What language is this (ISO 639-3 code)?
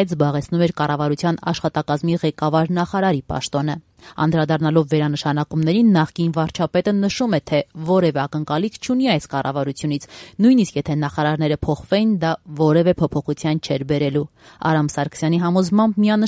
hye